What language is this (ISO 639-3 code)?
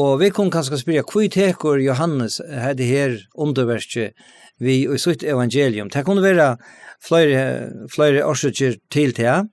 fao